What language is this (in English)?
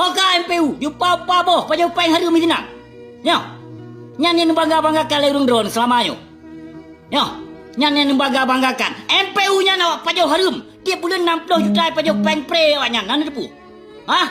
Achinese